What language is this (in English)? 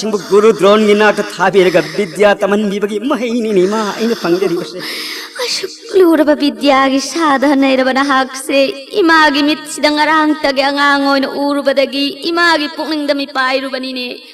Manipuri